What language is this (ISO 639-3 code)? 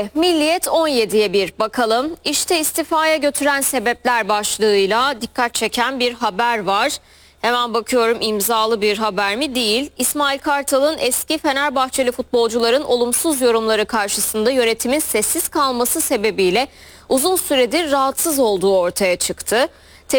tur